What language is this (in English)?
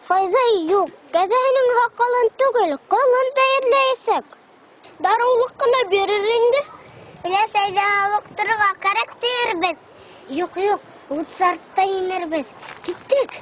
Bashkir